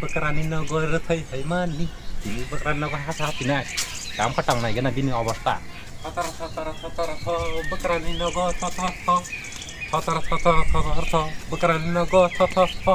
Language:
Kok Borok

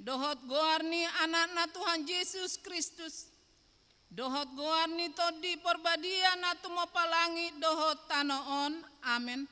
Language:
Batak Toba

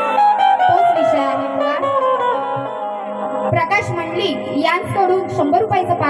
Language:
Marathi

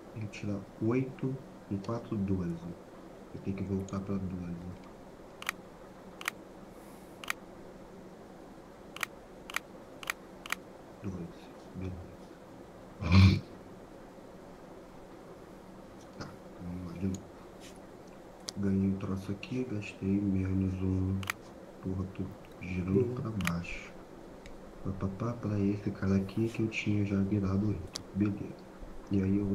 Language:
Portuguese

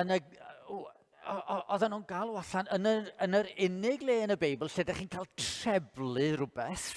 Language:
Welsh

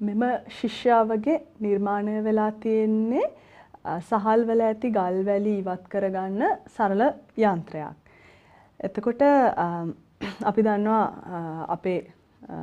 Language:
Sinhala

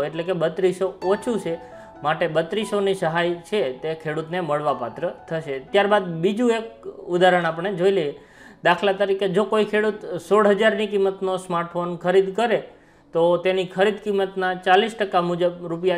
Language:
Gujarati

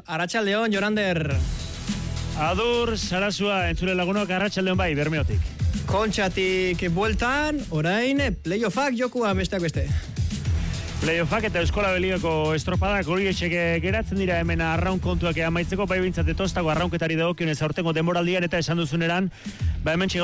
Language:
Basque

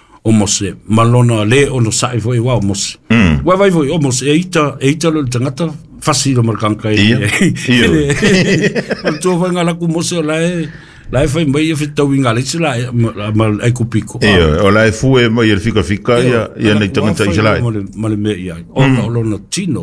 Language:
Samoan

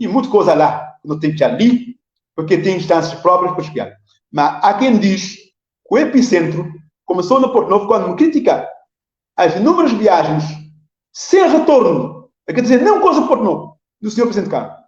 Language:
Kabuverdianu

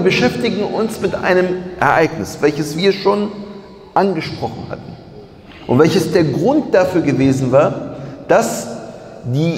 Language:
German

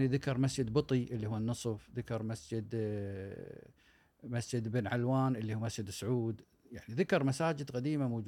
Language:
Gulf Arabic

